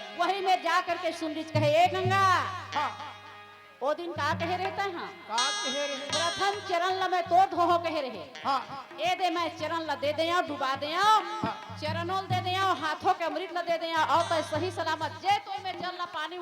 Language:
Chhattisgarhi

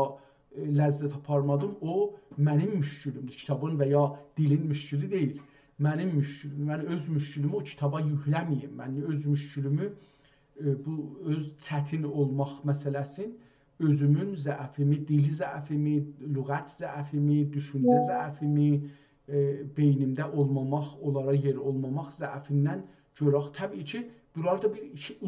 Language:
South Azerbaijani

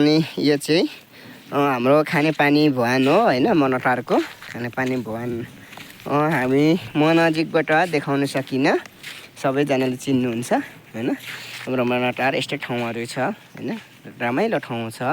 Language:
Nepali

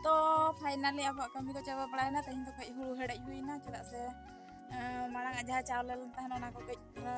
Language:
Santali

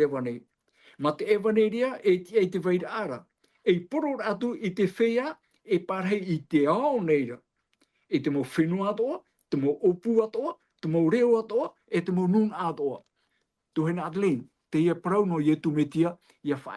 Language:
Tahitian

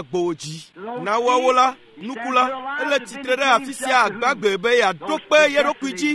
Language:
Ewe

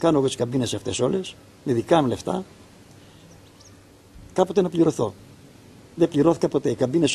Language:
Greek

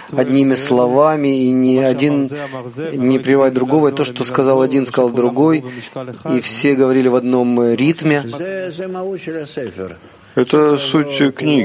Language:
Russian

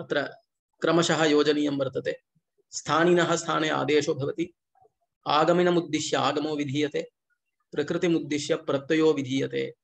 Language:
Sanskrit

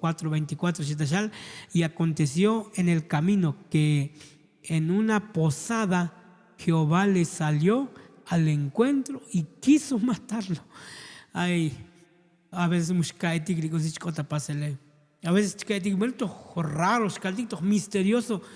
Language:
Tzotzil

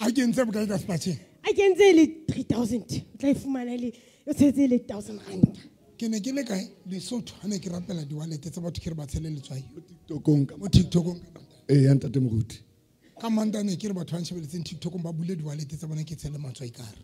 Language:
Southern Sotho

